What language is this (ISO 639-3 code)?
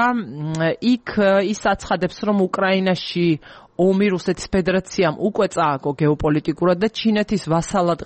kat